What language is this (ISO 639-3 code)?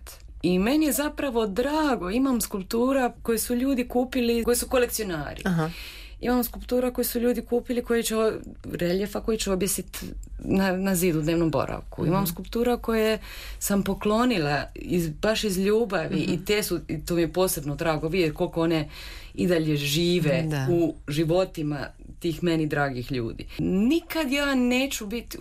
hrv